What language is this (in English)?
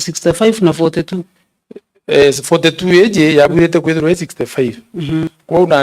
Meru